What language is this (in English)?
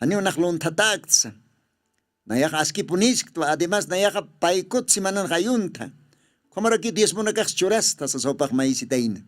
Aymara